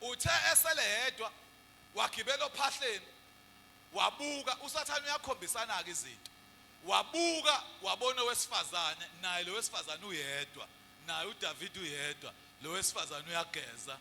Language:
Zulu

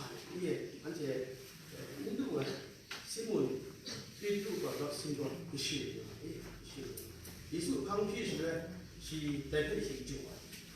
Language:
Kachin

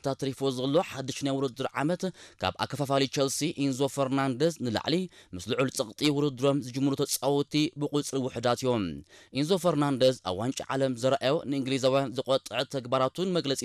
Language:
Tigrinya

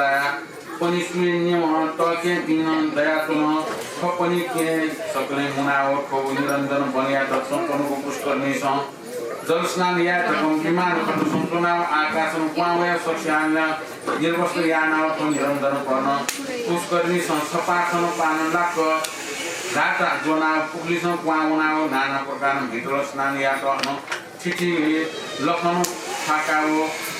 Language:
Newari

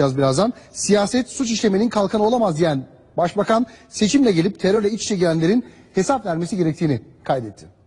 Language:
Turkish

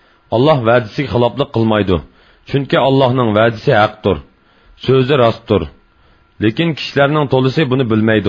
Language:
Uyghur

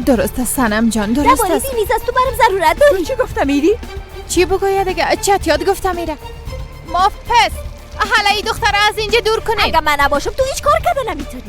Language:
Persian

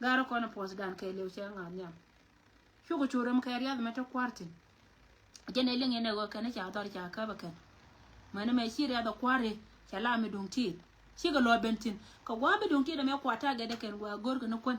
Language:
Nuer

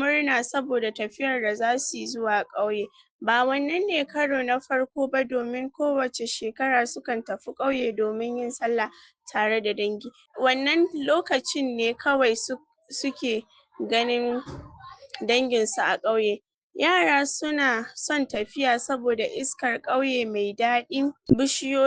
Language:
Hausa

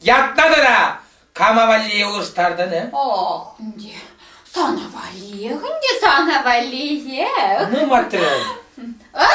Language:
Chuvash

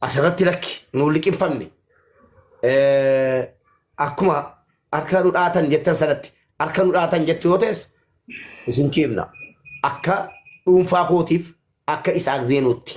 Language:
Oromo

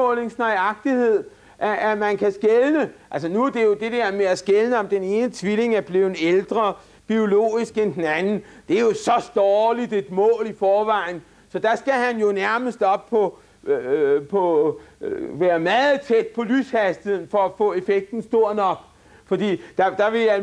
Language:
Danish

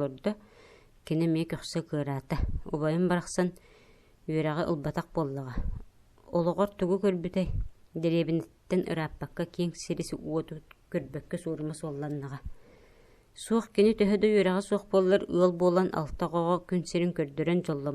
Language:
Yakut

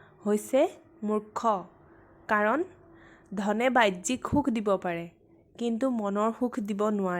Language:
Assamese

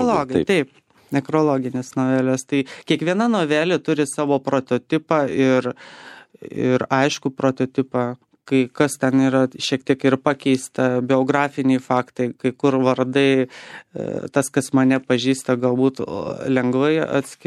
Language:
Lithuanian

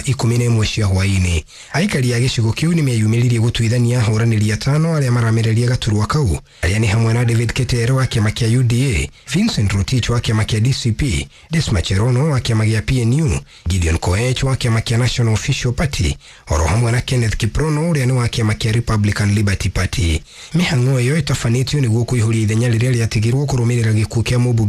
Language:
Kikuyu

